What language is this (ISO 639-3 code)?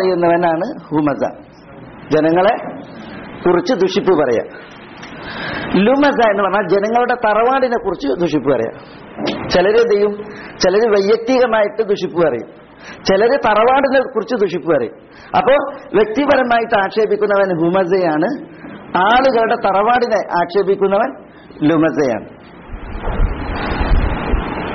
mal